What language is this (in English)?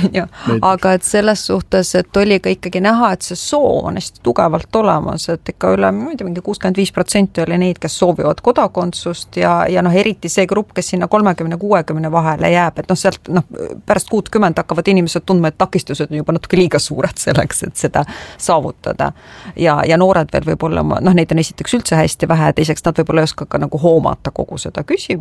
Estonian